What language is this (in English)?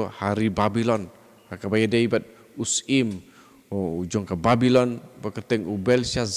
Khasi